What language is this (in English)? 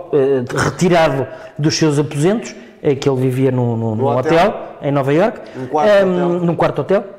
Portuguese